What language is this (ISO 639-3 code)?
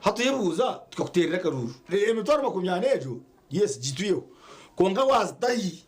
nyn